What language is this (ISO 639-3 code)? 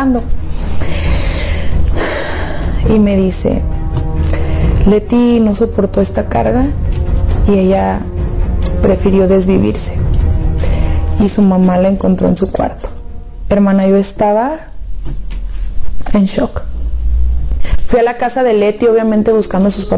spa